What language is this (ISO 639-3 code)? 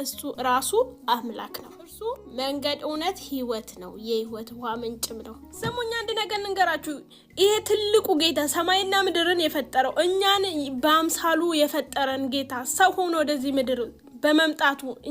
amh